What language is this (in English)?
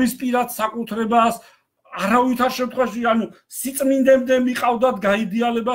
Georgian